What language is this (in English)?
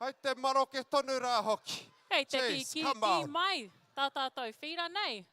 Māori